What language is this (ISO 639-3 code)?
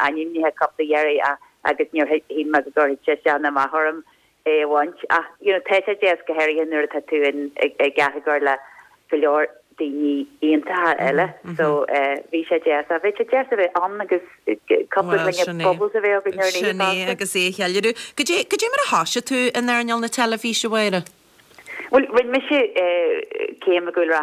gle